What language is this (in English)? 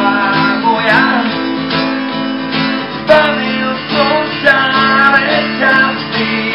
Slovak